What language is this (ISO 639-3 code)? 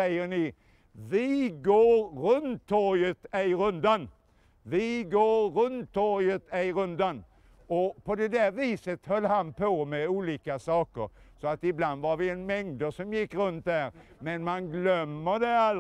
swe